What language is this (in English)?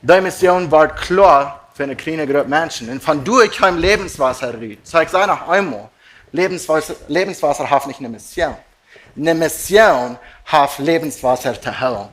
Plautdietsch